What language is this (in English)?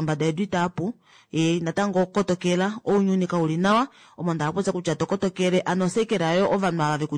Kuanyama